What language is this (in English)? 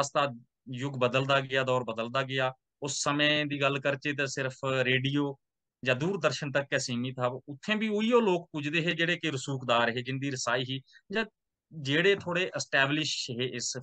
Dogri